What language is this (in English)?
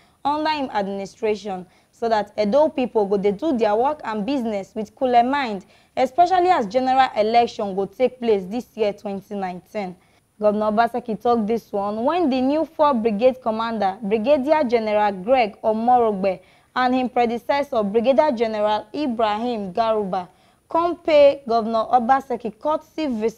Nigerian Pidgin